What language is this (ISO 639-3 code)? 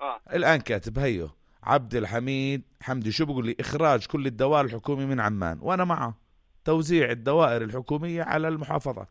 apc